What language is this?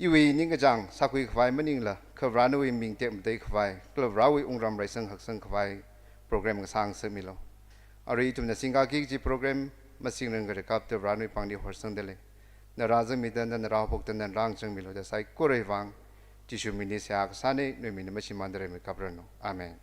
Tangkhul Naga (India)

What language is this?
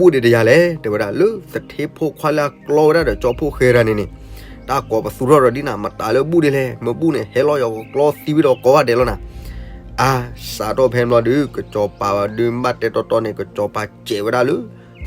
S'gaw Karen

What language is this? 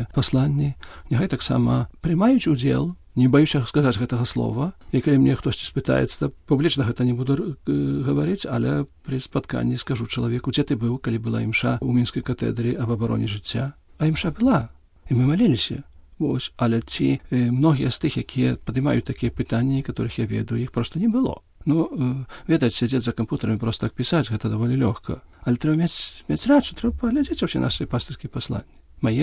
Belarusian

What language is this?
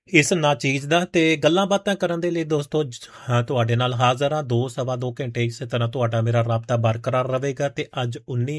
Punjabi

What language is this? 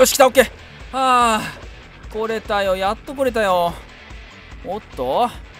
Japanese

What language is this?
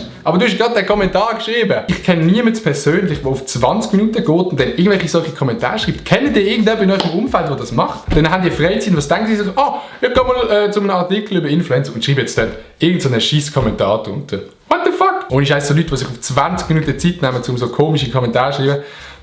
Swiss German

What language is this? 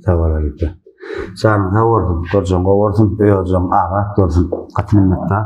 Turkmen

